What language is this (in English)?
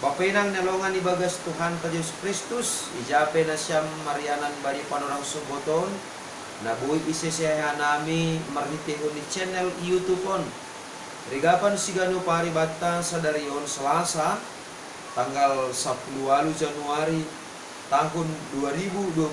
Batak Simalungun